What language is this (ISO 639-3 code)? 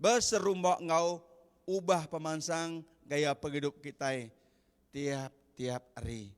iba